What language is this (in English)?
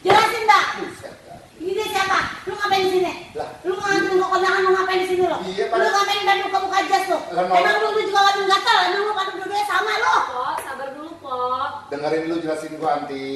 Betawi